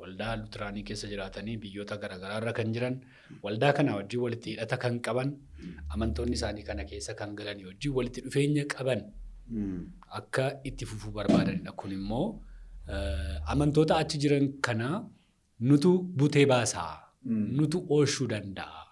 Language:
Oromo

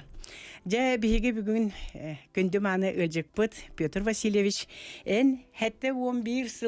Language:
Yakut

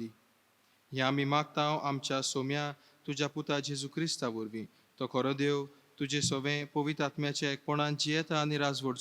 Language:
Konkani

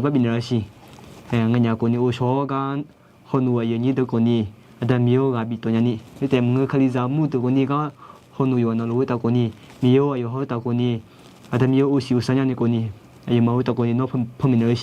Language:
Akha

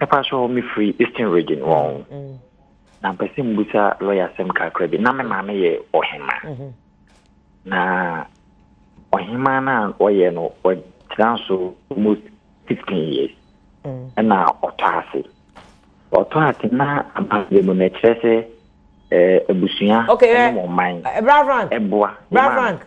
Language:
Akan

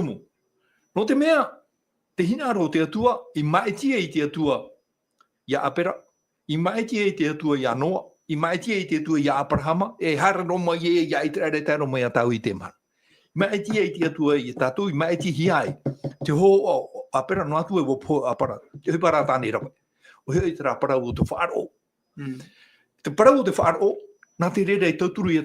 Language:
Tahitian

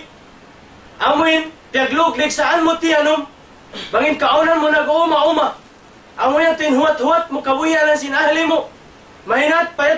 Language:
Tausug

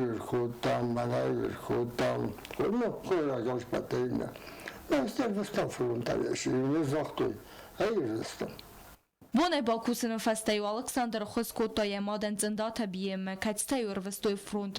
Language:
Ossetic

